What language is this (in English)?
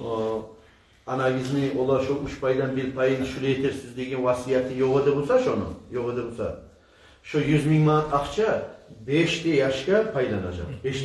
Kumyk